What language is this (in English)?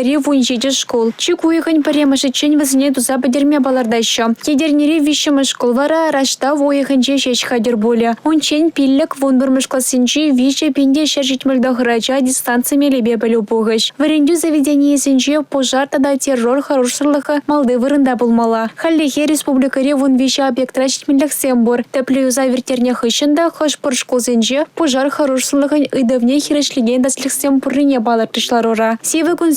Chuvash